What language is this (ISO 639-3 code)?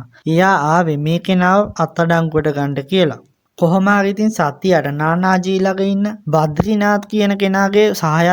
sin